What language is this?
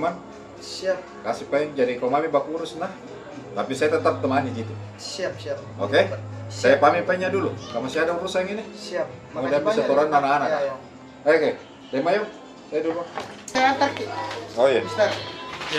Makassar Malay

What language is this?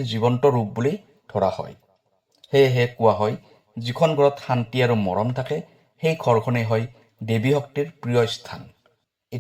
Assamese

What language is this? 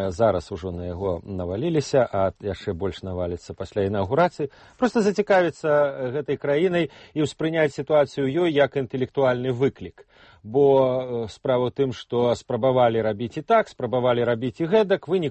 Belarusian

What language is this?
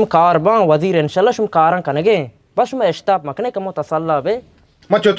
Baluchi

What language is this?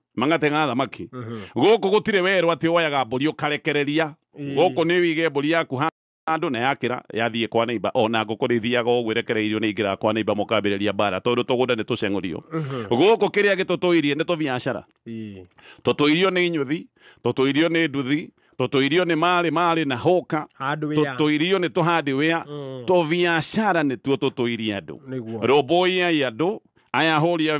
Kikuyu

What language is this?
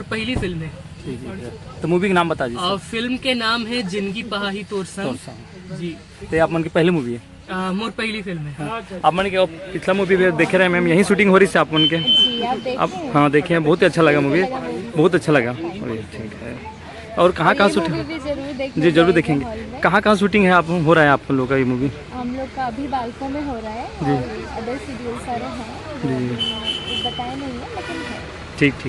Chhattisgarhi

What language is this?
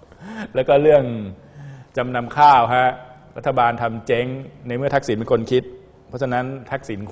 Thai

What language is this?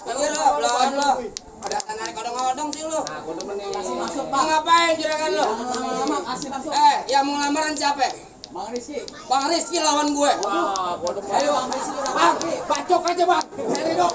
Betawi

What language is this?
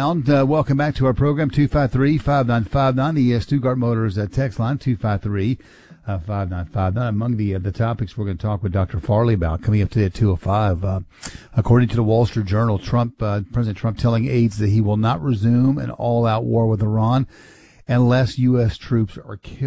English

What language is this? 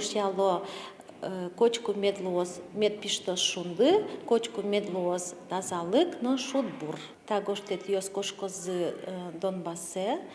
Udmurt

